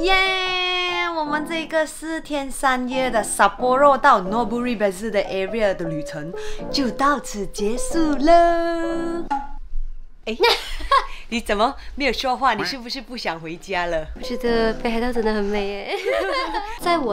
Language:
Chinese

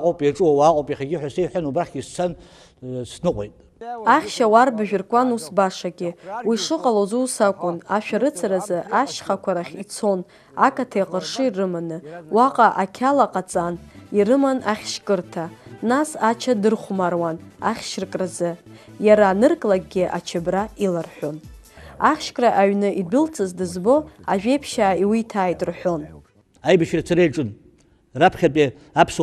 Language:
Abkhazian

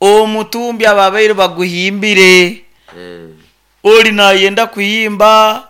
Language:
Nyoro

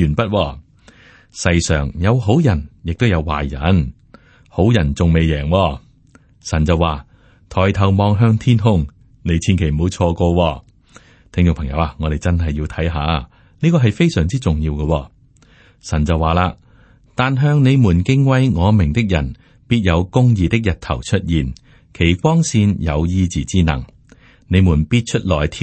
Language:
Cantonese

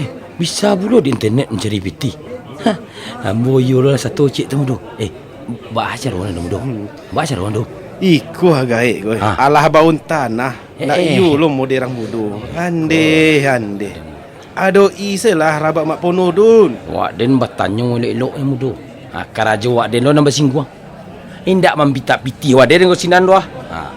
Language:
Minangkabau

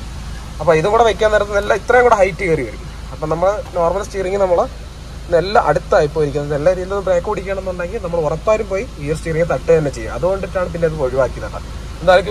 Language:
Malayalam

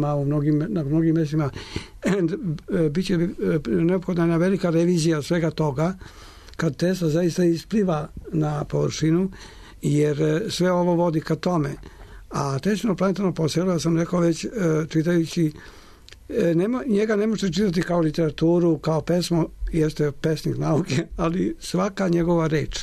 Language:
Serbian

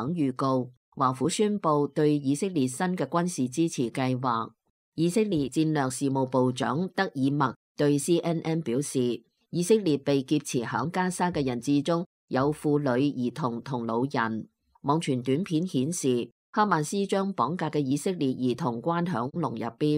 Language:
Cantonese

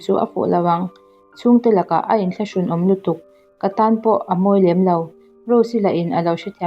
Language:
Mizo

